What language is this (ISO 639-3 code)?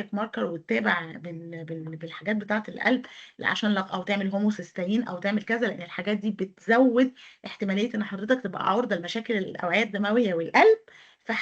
arz